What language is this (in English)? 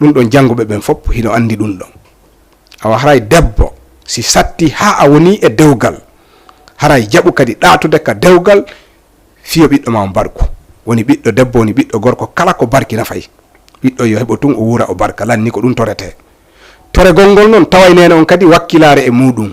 Fula